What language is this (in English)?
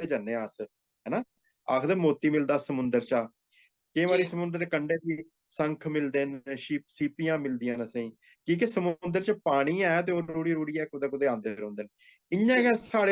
Dogri